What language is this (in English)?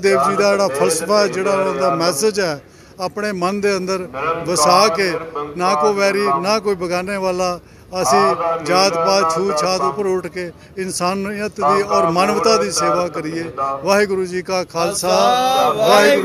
Punjabi